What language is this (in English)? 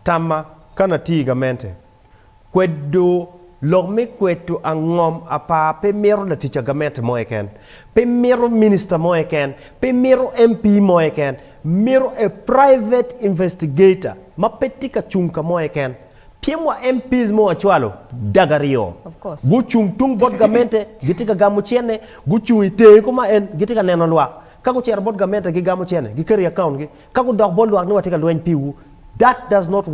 Acoli